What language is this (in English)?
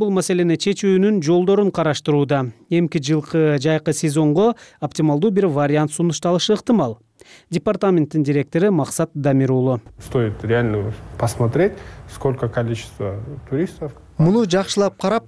Kyrgyz